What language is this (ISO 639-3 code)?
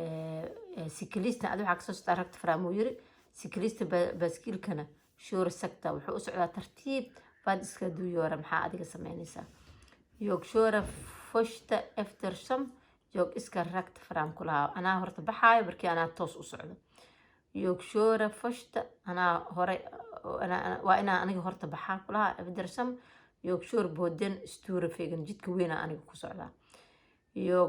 som